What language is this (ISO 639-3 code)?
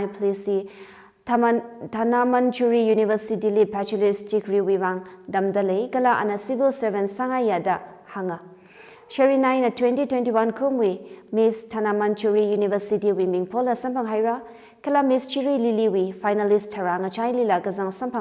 nmf